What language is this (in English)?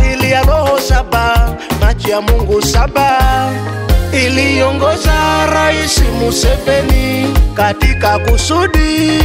Swahili